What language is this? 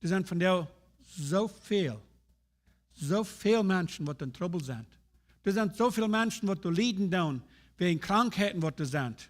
Plautdietsch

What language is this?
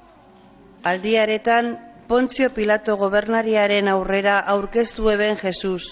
Basque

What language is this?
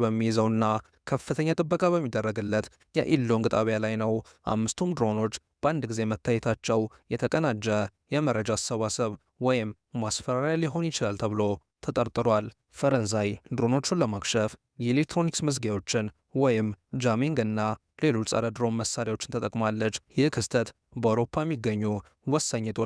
Amharic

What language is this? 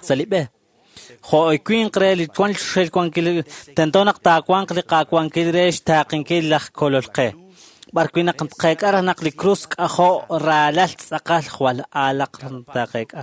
Kekchí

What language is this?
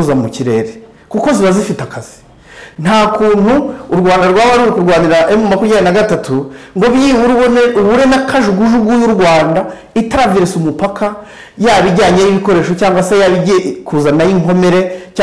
Kinyarwanda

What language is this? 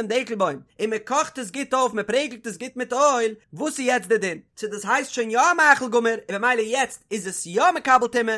Yiddish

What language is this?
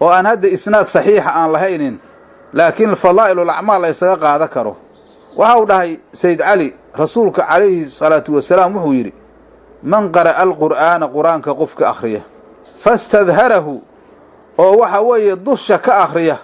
Somali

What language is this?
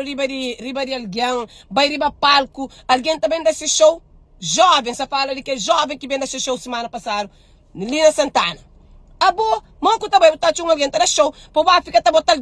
Kabuverdianu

